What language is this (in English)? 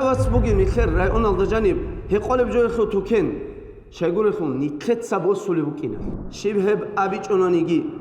Avaric